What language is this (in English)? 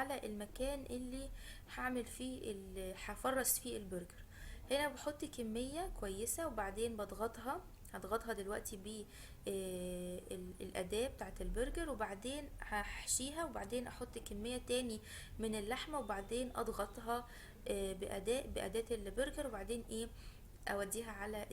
Egyptian Arabic